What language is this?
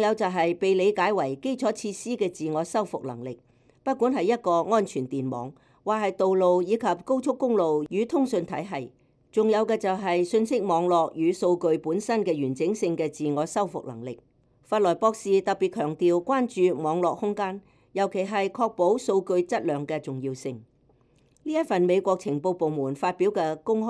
Cantonese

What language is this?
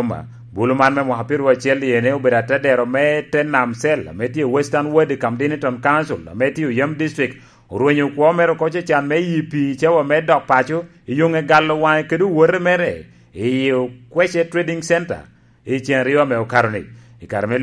Lango (Uganda)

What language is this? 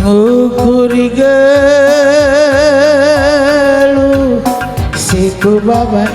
Batak Karo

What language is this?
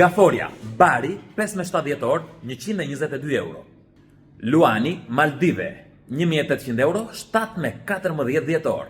Albanian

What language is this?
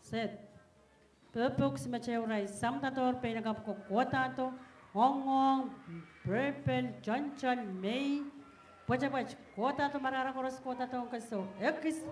Pohnpeian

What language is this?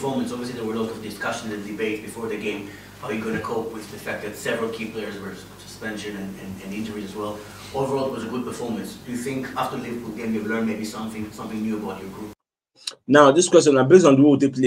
Nigerian Pidgin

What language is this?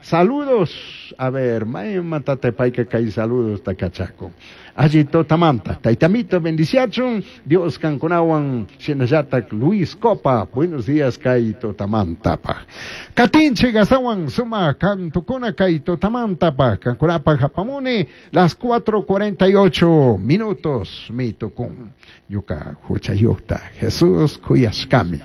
Chimborazo Highland Quichua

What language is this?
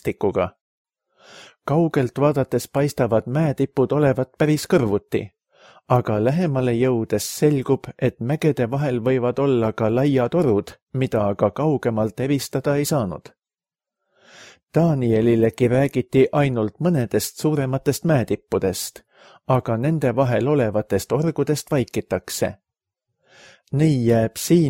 Estonian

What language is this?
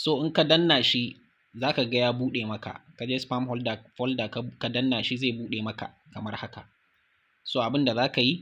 Hausa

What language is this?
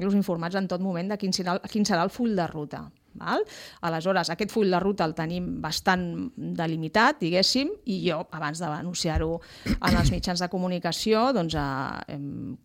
Catalan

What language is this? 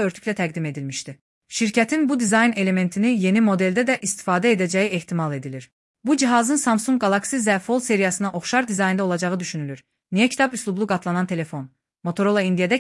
Azerbaijani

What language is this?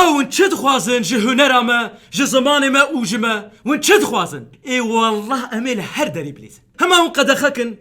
Kurdish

